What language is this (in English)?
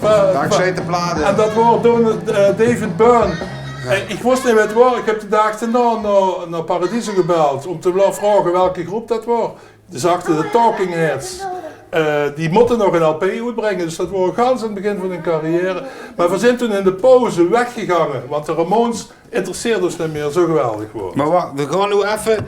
Limburgish